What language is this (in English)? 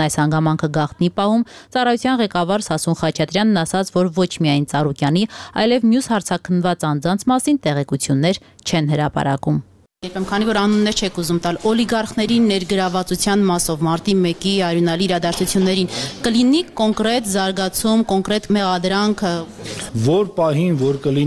Armenian